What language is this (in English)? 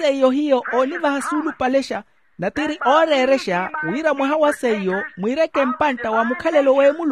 Makhuwa